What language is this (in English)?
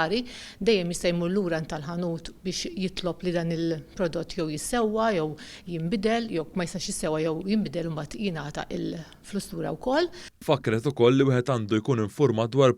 Maltese